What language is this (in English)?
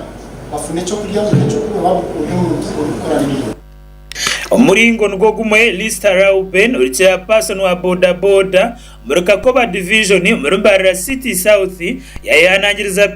Nyankole